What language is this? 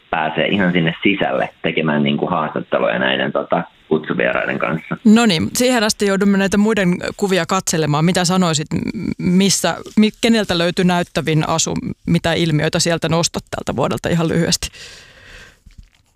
Finnish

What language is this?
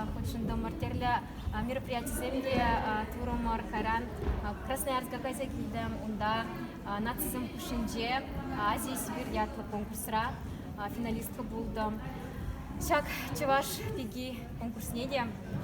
Chuvash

